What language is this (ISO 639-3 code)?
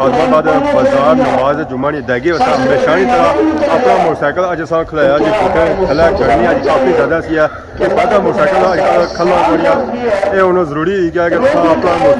phr